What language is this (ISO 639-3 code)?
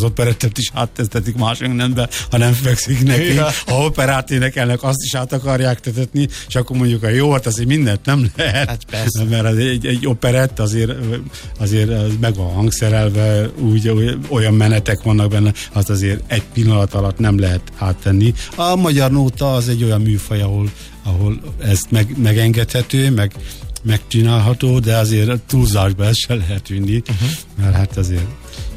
hun